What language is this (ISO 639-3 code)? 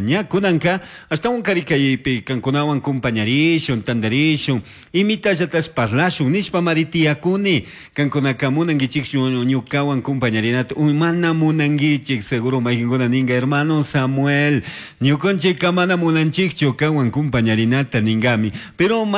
qug